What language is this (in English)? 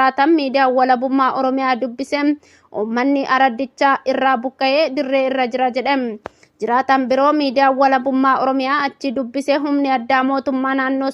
Oromo